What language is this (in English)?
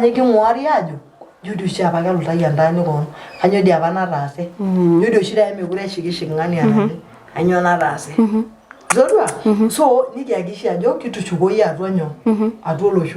Masai